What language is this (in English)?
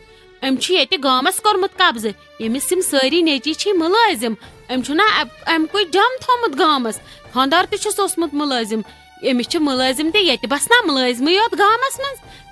Kashmiri